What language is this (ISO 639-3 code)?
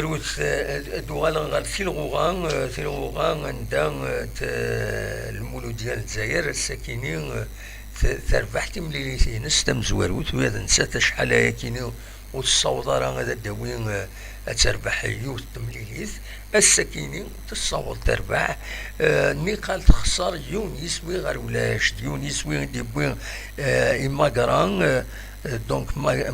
kab